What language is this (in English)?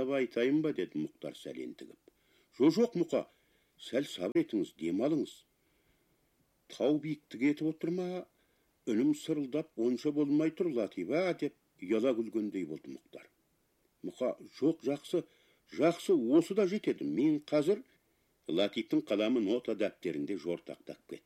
Kazakh